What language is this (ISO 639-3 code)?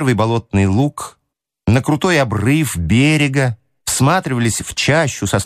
rus